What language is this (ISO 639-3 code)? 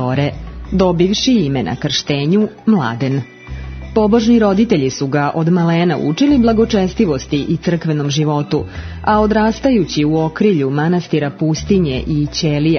srp